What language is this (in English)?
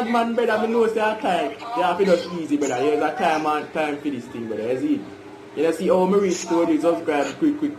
Jamaican Creole English